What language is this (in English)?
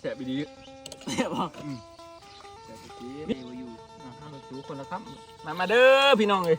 Northeastern Thai